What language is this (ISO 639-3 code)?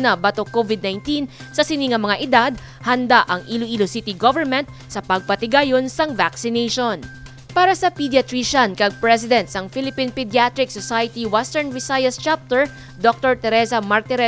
hil